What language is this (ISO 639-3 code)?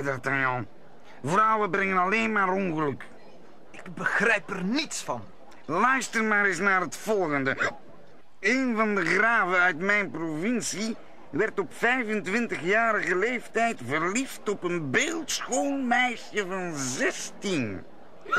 nld